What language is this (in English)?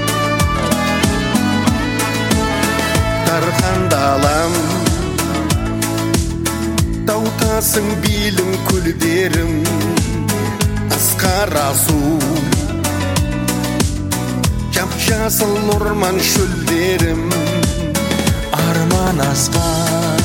Kazakh